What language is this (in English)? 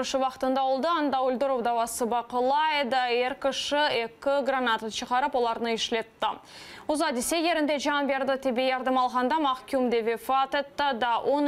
Crimean Tatar